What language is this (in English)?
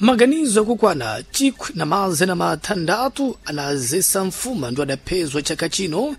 Sena